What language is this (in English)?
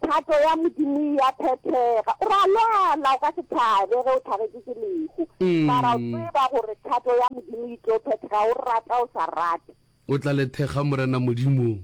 Northern Sotho